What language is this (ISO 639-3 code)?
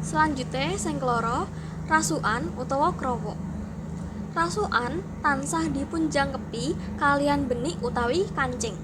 jav